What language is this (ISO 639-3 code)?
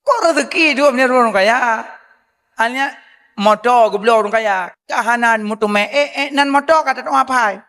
ace